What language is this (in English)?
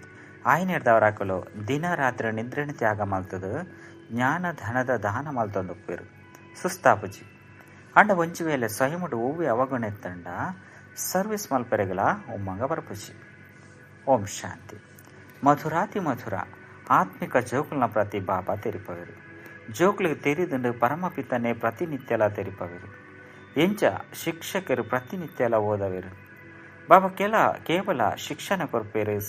Tulu